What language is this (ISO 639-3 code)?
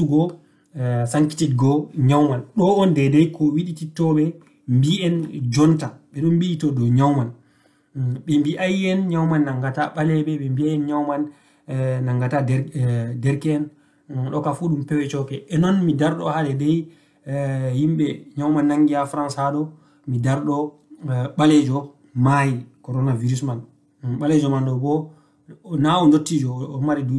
ful